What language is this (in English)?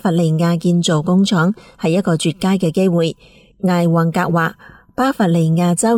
Cantonese